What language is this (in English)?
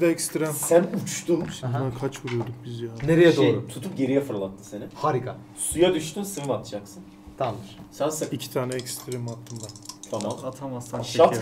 Turkish